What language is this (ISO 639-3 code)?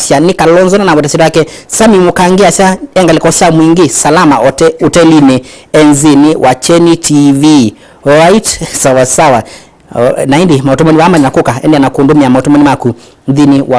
kam